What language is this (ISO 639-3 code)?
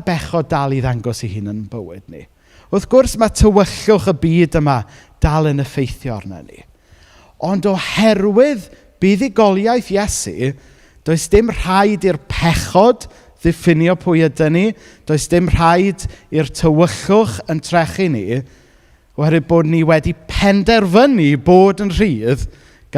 cym